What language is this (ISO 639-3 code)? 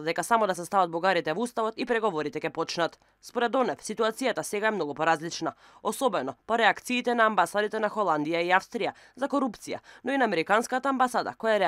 mkd